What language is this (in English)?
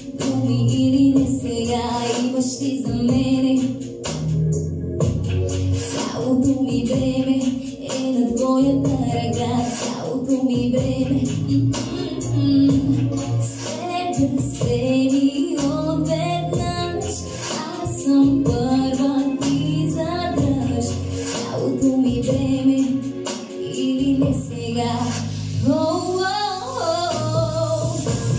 Bulgarian